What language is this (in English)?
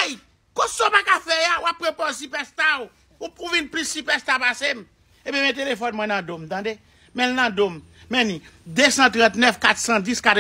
Haitian Creole